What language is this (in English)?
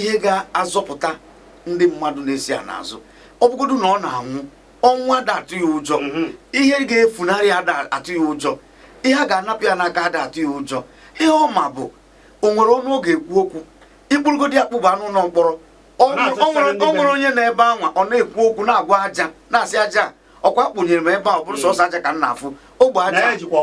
Igbo